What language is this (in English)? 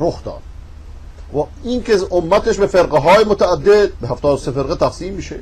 Persian